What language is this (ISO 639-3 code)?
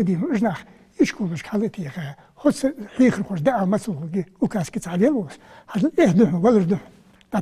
inh